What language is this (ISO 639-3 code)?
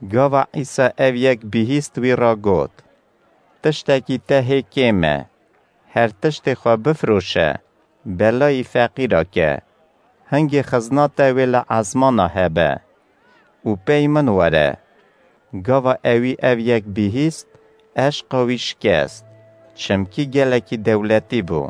kur